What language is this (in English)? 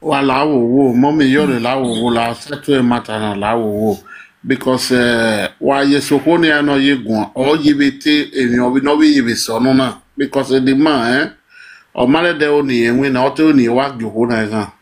Nigerian Pidgin